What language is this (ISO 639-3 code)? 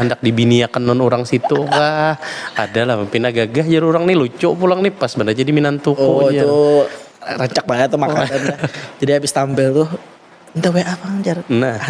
bjn